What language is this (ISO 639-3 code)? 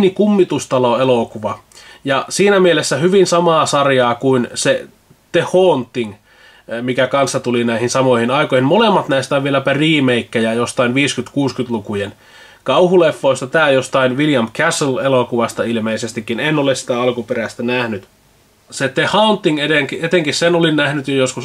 fin